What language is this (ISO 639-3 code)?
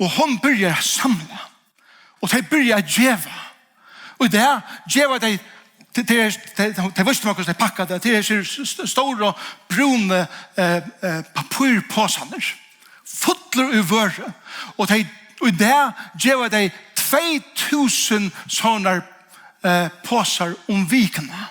fao